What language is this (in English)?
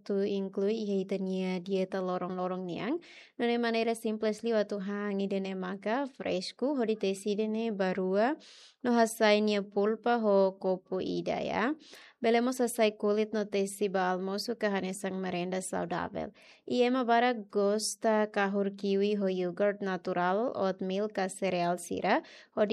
Tetum